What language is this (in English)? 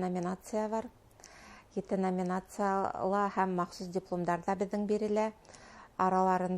Bashkir